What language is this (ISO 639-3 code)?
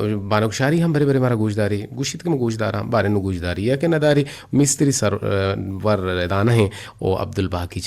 bgp